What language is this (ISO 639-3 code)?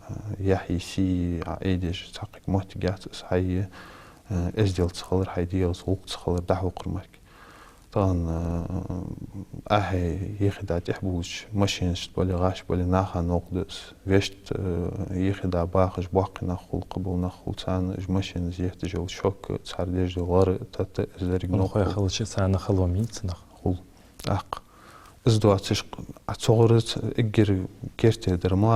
inh